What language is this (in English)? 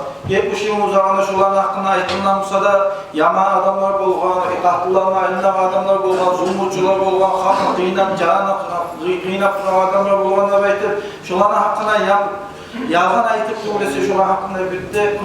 Kumyk